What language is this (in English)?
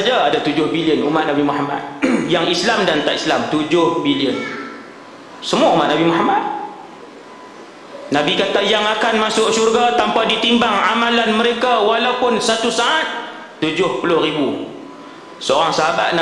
Malay